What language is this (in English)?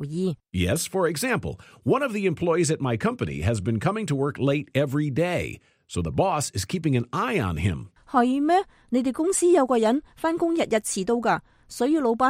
Cantonese